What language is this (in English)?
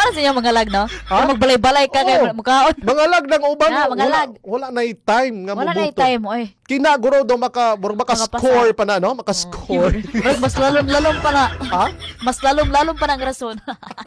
Cebuano